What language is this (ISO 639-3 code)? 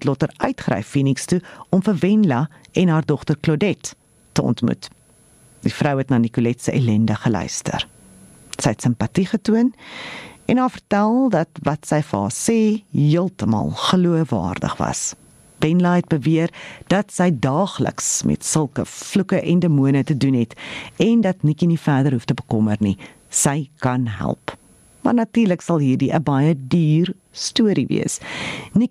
afr